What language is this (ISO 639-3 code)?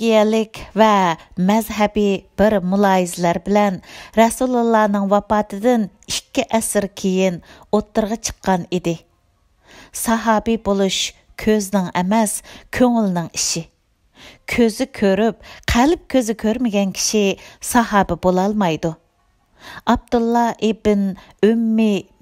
uig